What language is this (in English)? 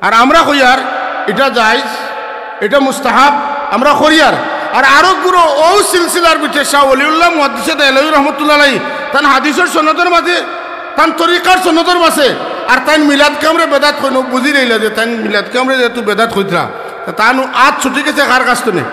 Sylheti